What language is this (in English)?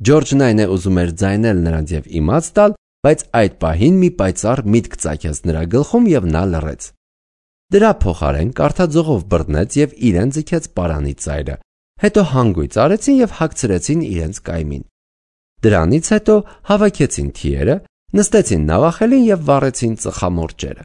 Armenian